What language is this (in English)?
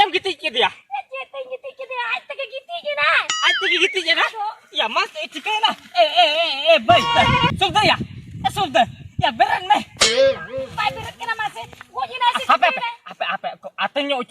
Santali